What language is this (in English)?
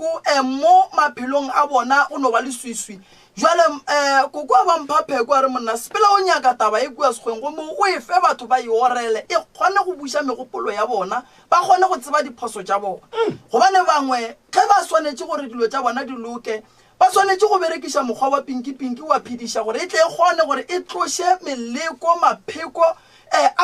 Northern Sotho